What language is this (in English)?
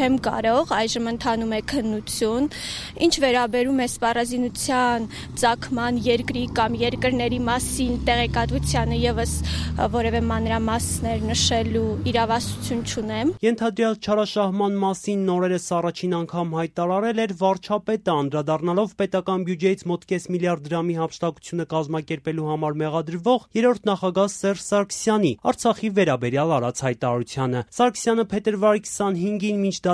Armenian